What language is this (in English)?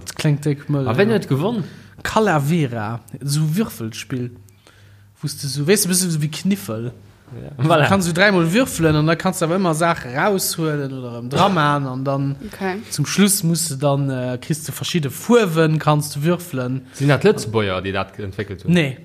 Luxembourgish